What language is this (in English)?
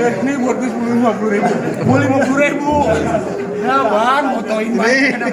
Betawi